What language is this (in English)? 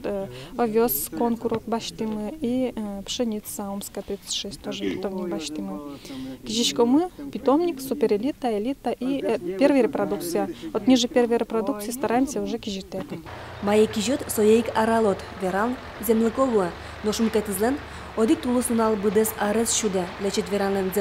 Udmurt